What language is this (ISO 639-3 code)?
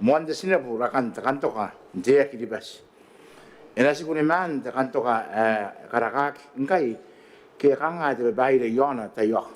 gil